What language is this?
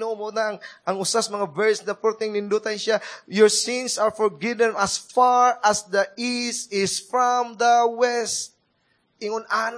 Cebuano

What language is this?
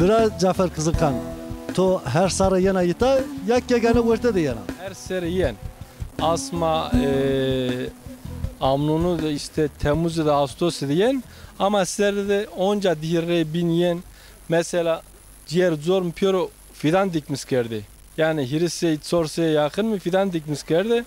Zaza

